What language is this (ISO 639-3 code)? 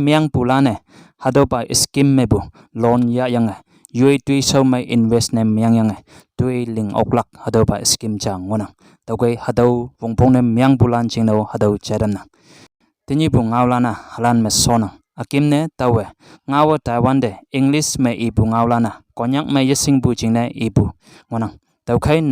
nbe